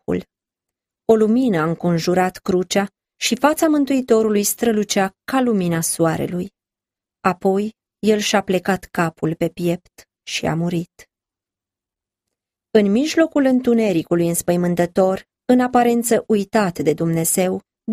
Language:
Romanian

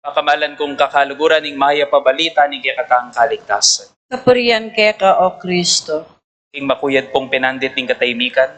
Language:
Pampanga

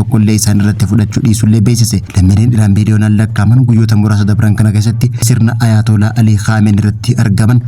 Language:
Oromo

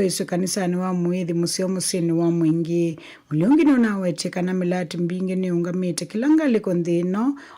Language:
Kamba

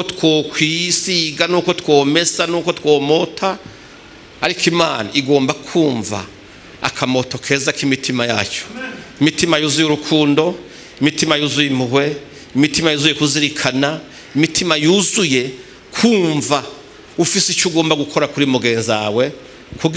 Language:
Rundi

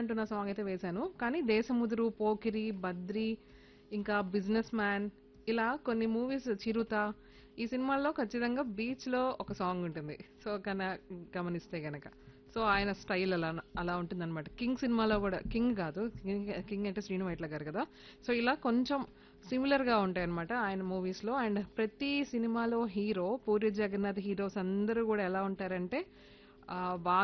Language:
Telugu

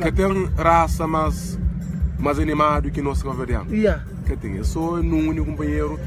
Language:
Kabuverdianu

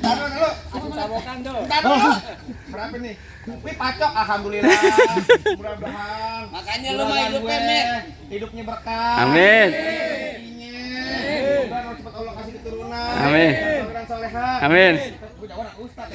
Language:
Betawi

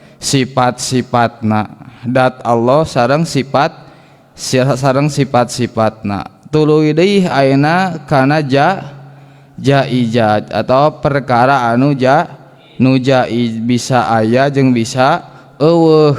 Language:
Sundanese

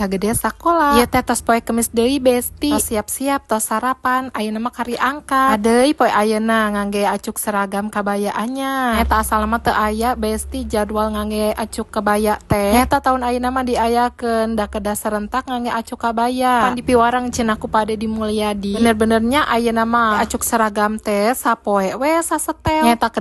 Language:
Sundanese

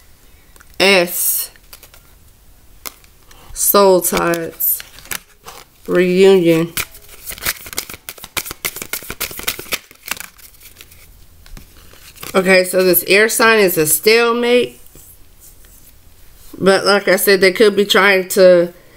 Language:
English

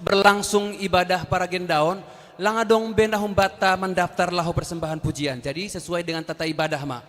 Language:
Batak Simalungun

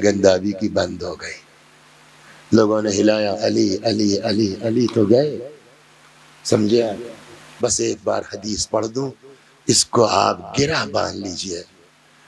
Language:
Hindi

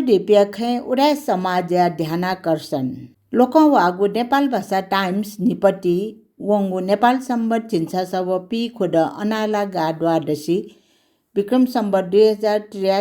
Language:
Newari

